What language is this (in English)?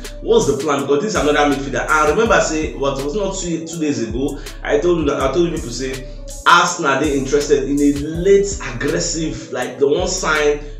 Nigerian Pidgin